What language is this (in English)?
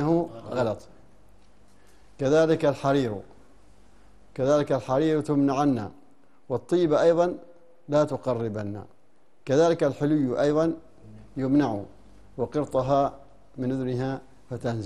Arabic